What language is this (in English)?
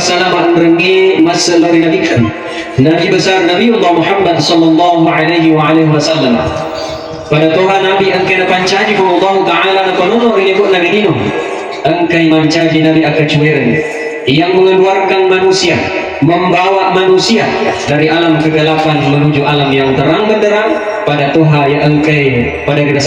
Buginese